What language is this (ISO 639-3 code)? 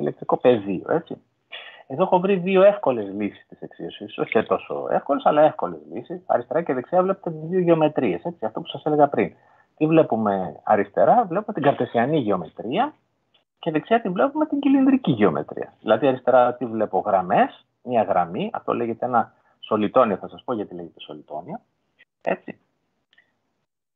ell